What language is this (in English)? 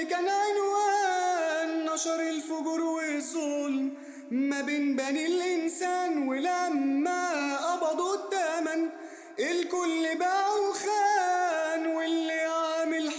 Egyptian Arabic